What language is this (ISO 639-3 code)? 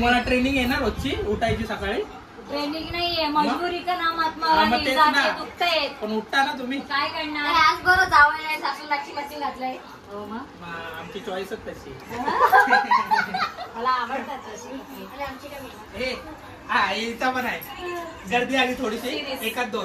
mar